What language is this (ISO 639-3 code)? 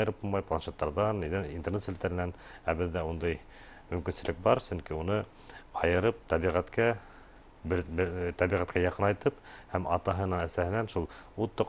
bak